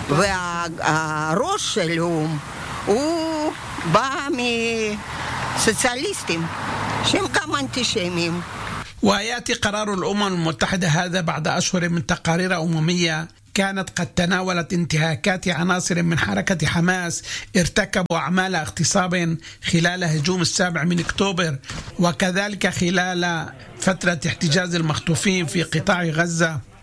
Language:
Arabic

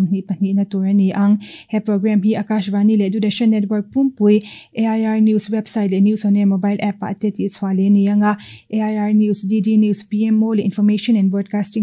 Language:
Mizo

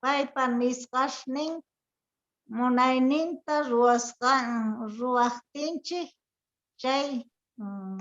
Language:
South Bolivian Quechua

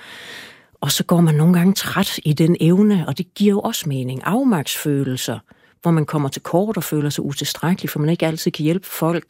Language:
Danish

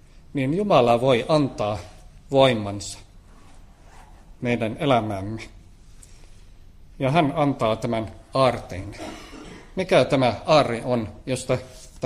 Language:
Finnish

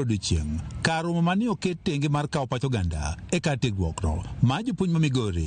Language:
Luo (Kenya and Tanzania)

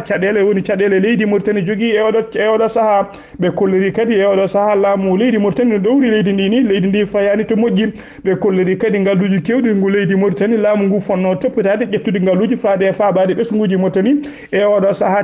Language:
Fula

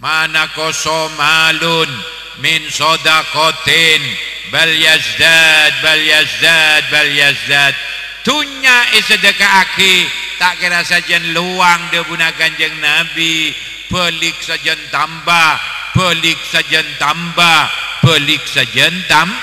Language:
Madurese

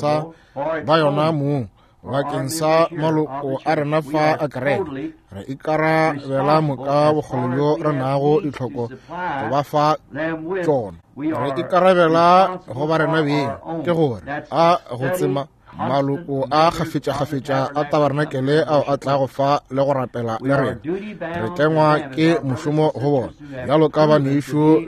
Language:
Northern Sotho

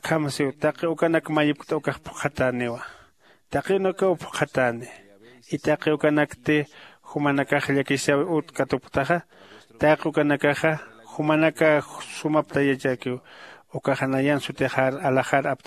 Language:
Aymara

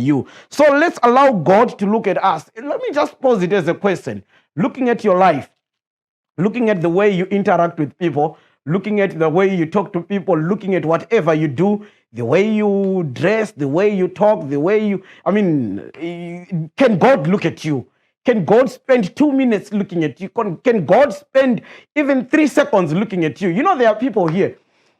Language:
English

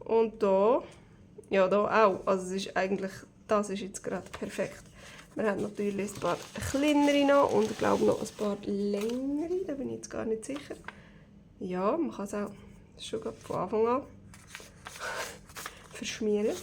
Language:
Swiss German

